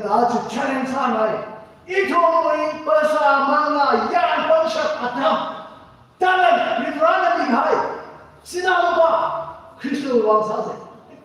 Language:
Tangkhul Naga (India)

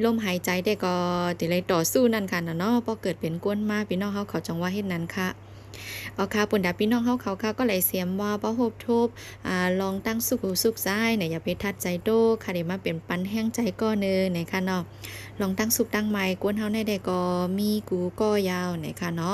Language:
Shan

